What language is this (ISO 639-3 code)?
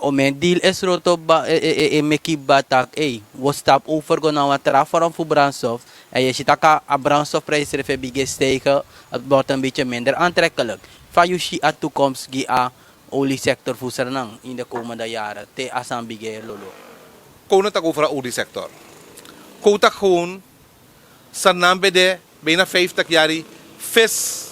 srn